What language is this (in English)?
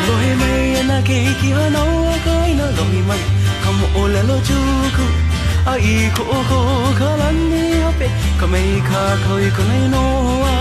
Hawaiian